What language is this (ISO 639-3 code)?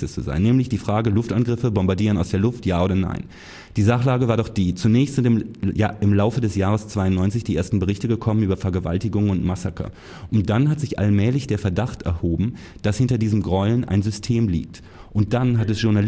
deu